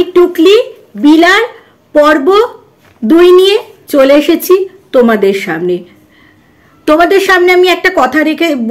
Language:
Bangla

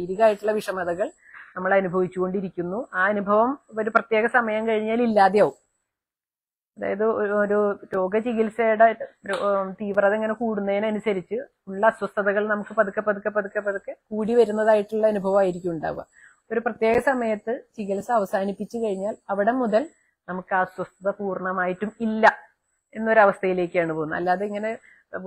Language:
Malayalam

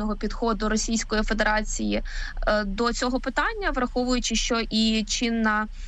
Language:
Ukrainian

